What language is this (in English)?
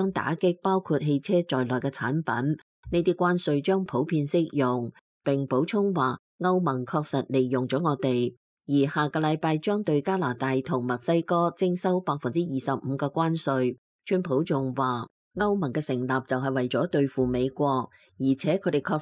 Cantonese